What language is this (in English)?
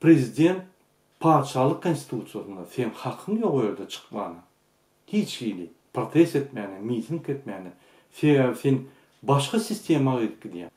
Turkmen